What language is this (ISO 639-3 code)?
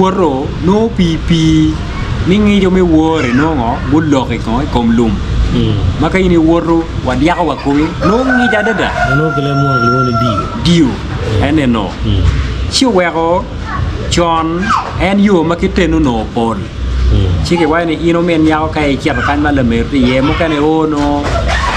ach